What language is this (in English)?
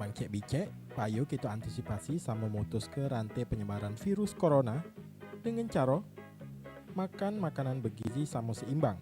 Musi